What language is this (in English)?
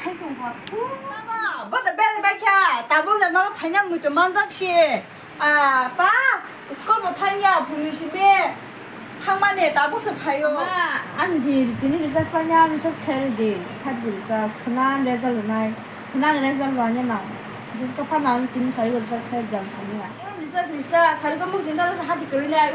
Kok Borok